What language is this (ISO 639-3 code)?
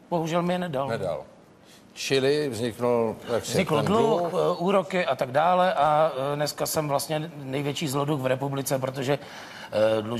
ces